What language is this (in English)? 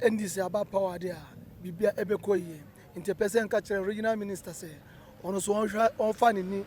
Akan